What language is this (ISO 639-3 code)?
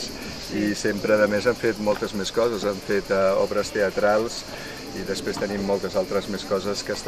cat